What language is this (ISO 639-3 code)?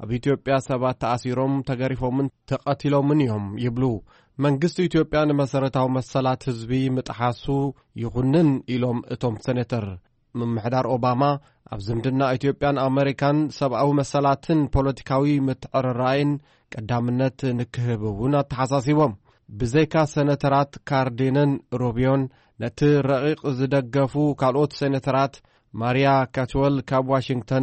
tir